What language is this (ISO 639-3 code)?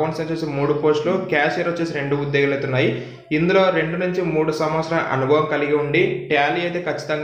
tel